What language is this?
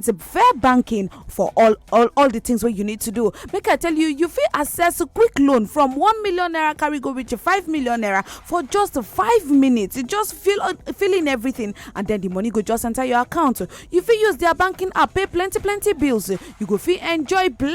Nigerian Pidgin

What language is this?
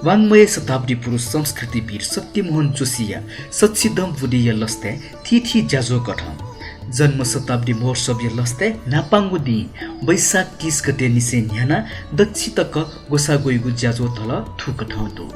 Newari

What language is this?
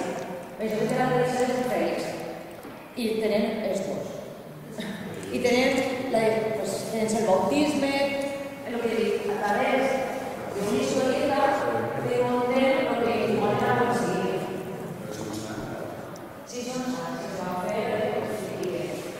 Catalan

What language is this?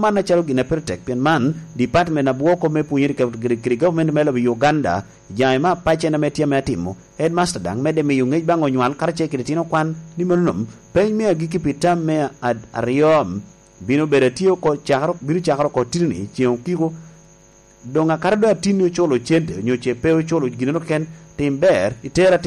Lango (Uganda)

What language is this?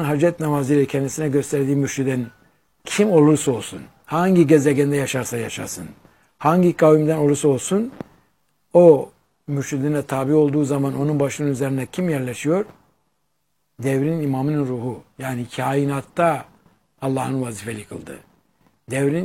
Turkish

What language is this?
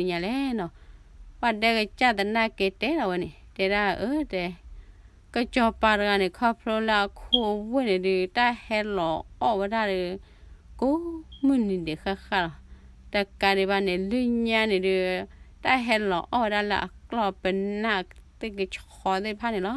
S'gaw Karen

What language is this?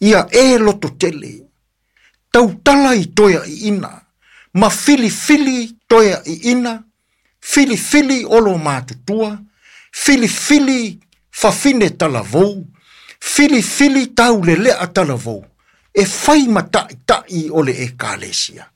Samoan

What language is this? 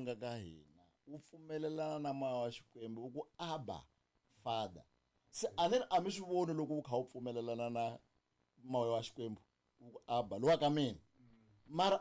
Tsonga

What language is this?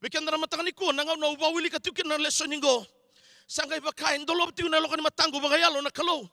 Fijian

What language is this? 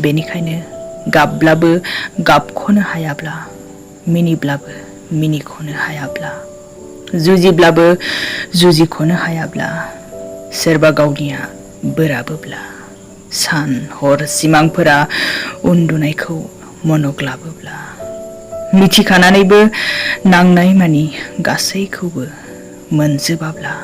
Bodo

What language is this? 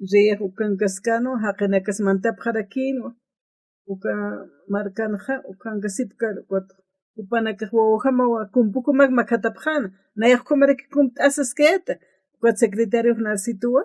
Aymara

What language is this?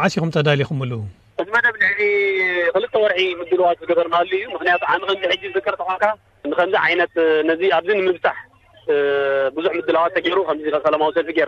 Tigrinya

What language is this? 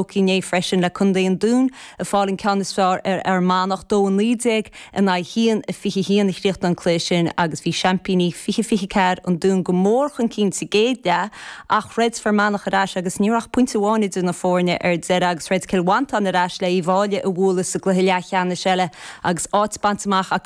Irish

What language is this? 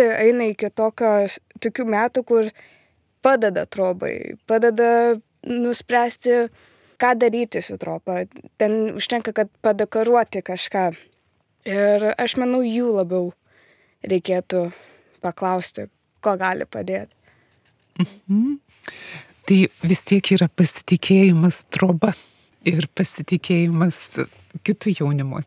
Lithuanian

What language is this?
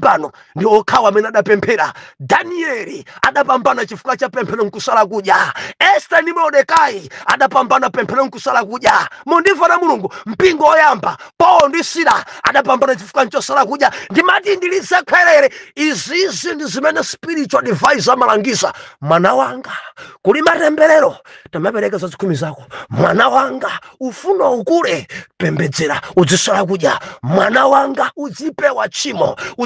Nyanja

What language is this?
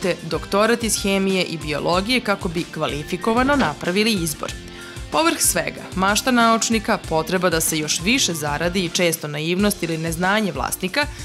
Serbian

